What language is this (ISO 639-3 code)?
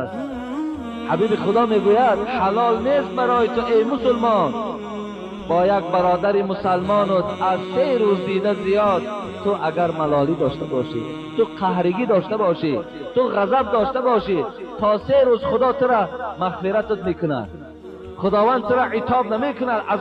tgk